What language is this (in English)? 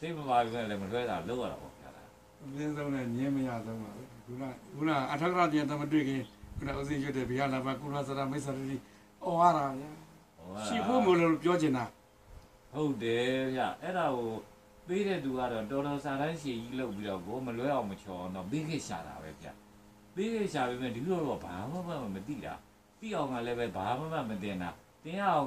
Burmese